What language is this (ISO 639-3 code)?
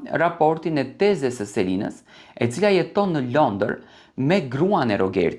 sqi